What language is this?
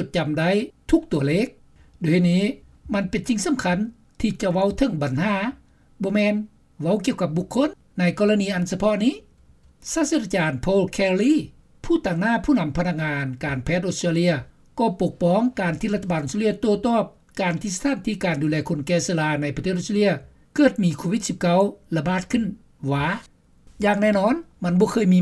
Lao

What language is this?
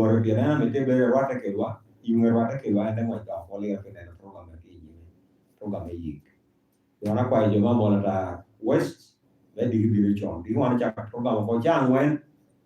Lango (Uganda)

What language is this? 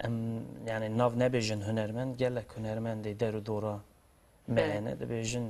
Kurdish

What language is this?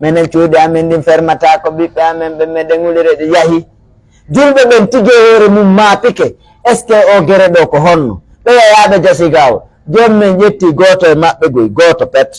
Pular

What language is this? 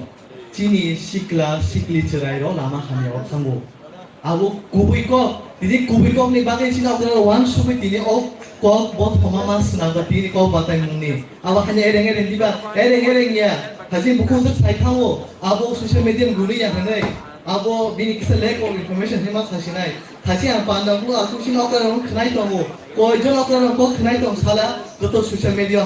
Kok Borok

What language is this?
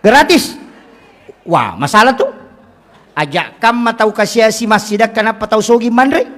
Buginese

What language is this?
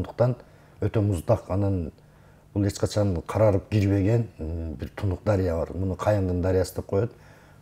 Kyrgyz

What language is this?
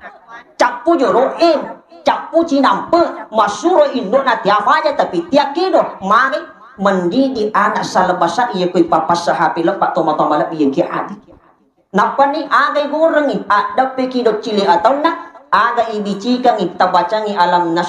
Buginese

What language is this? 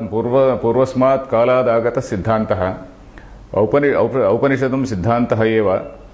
Sanskrit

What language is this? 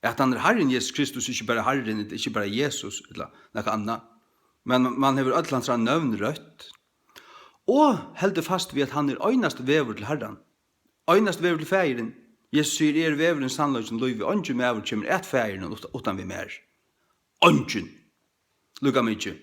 Faroese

